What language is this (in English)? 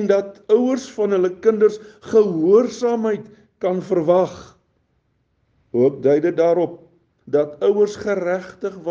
Afrikaans